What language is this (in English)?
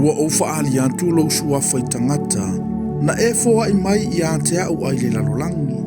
Samoan